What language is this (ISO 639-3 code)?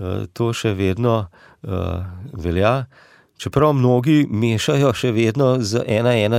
slv